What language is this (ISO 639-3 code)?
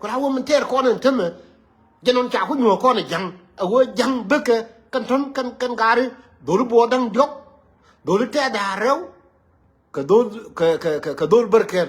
nus